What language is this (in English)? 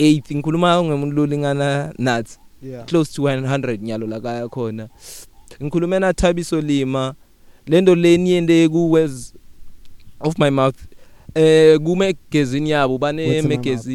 English